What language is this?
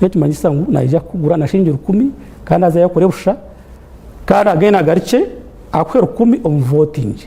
Nyankole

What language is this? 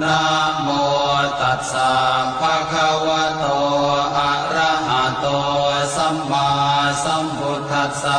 Pali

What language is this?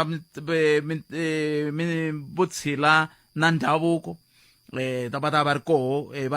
Tsonga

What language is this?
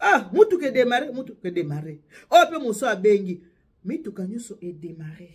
Lingala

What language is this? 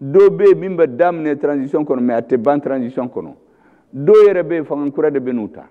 Bambara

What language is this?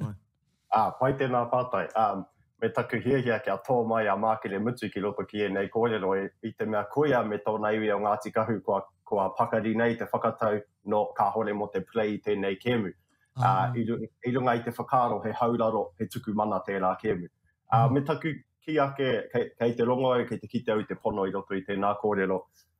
Māori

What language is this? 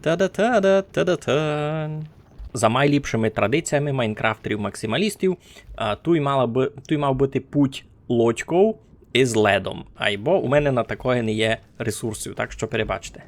Rusyn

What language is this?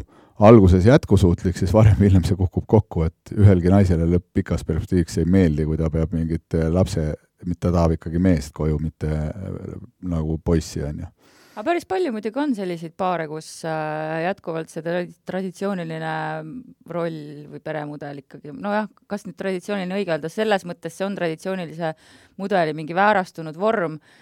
Estonian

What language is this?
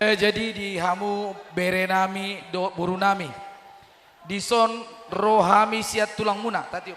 Batak Toba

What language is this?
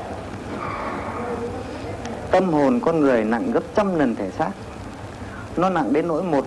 Vietnamese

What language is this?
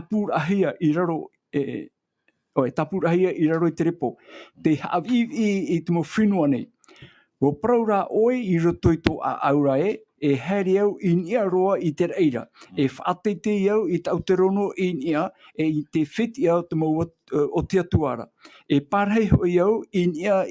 Tahitian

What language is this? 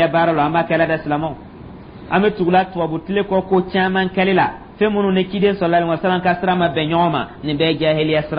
Dyula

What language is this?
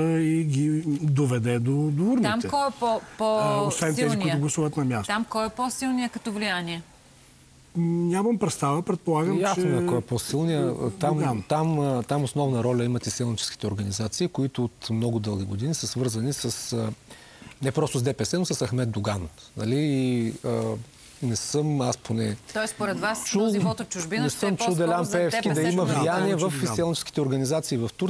Bulgarian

